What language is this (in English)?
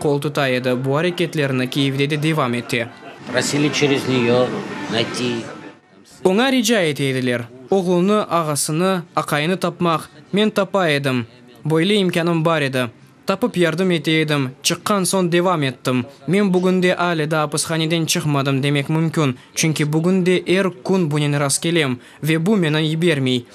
Crimean Tatar